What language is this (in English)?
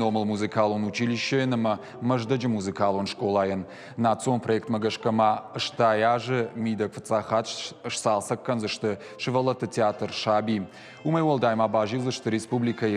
Ossetic